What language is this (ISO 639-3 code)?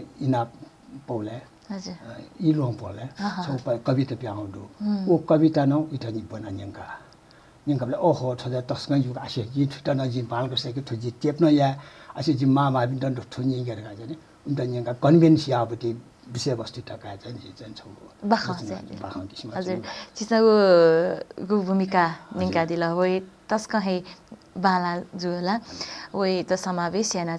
new